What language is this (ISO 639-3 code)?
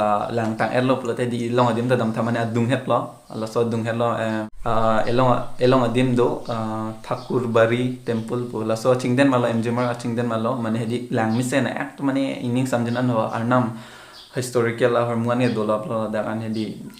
mjw